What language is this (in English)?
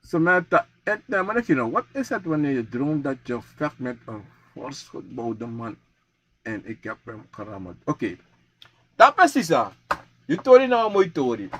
Sranan Tongo